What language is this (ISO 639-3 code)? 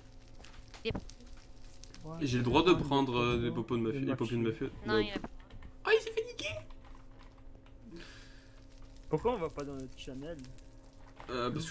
fra